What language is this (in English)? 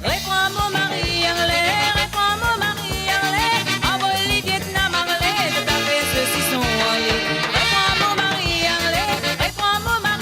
Morisyen